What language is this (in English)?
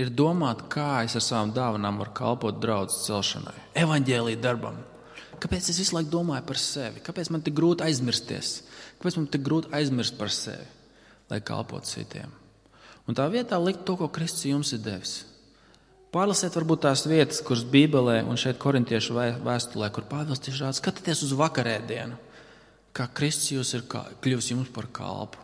Latvian